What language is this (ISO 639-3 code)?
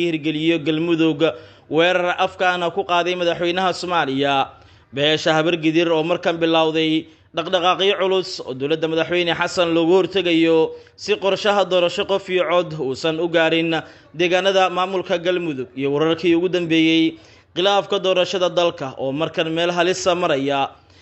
som